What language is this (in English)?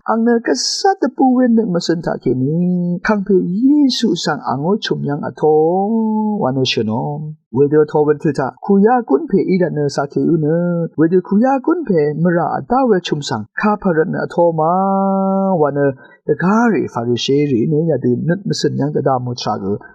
Rawang